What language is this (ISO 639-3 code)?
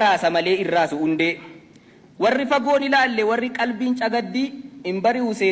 orm